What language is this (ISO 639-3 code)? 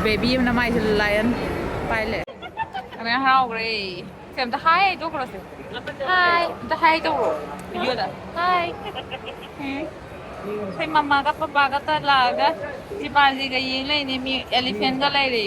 mni